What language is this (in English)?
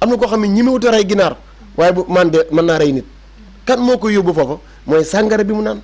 Wolof